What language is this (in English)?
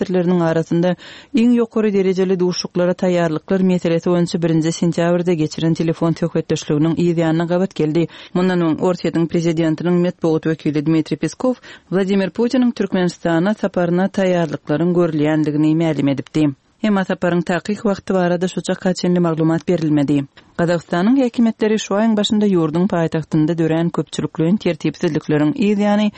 Turkmen